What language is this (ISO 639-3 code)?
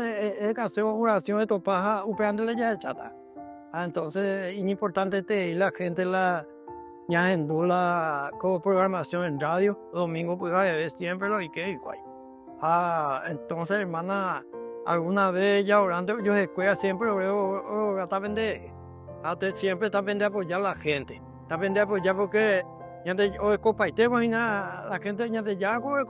grn